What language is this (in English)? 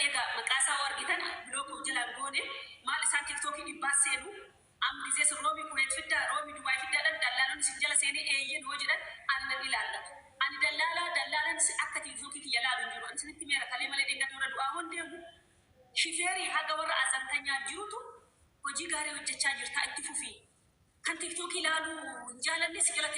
Oromo